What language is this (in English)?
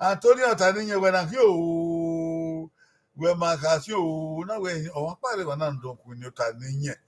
Bini